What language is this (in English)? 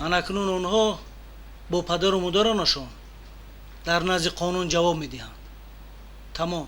Tajik